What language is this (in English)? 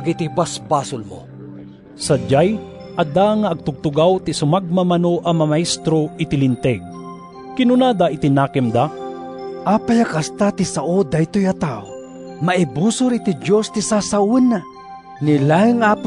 Iloko